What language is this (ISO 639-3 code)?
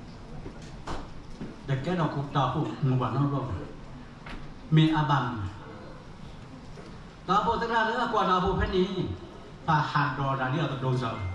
ksw